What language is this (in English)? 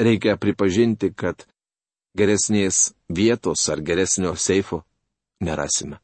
Lithuanian